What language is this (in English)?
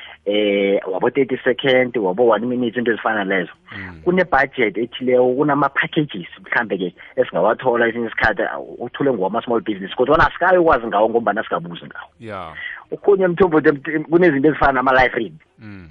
South Ndebele